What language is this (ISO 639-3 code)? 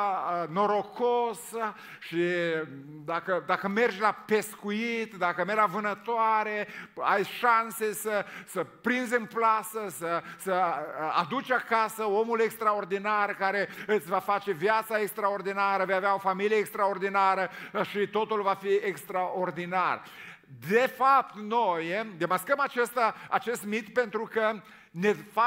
ron